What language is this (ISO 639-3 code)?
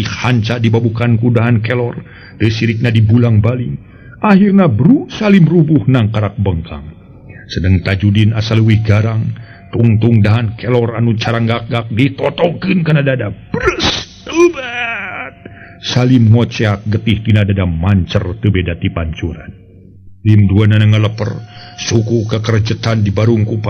sun